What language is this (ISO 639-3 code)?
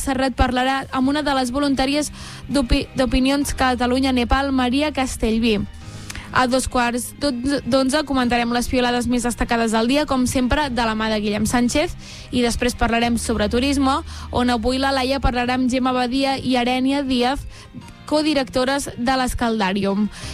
cat